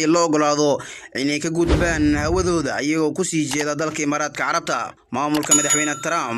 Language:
Somali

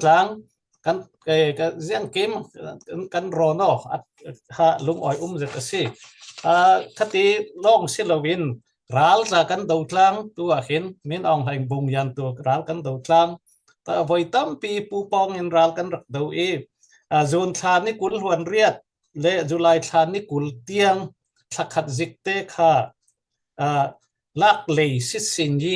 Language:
Falam Chin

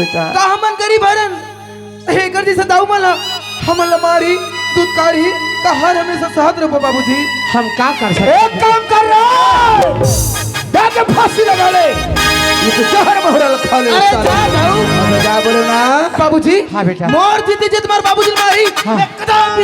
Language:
Chhattisgarhi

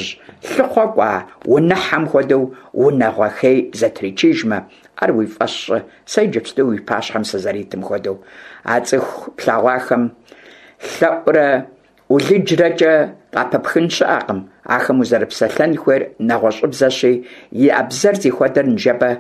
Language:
Kabardian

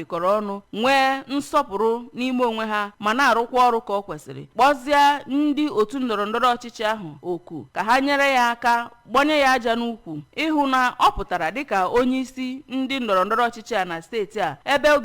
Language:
Igbo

